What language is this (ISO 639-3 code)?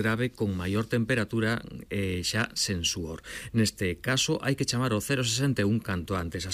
glg